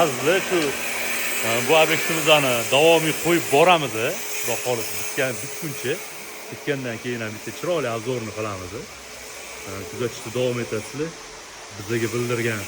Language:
Uzbek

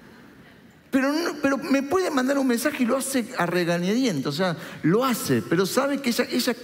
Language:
Spanish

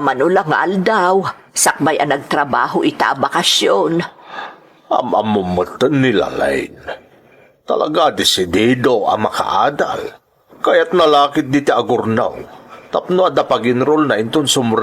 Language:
Iloko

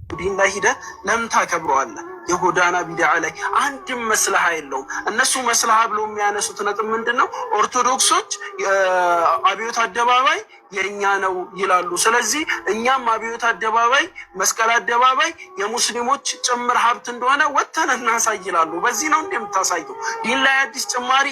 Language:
Amharic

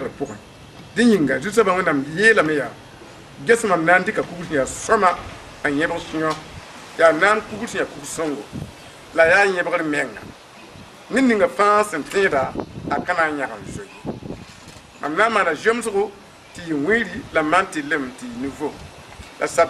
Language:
Mossi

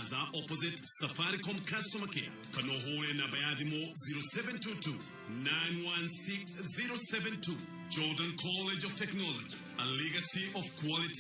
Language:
Kikuyu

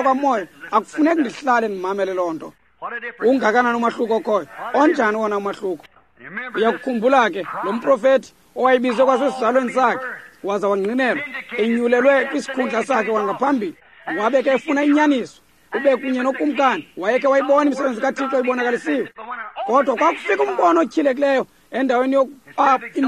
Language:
Xhosa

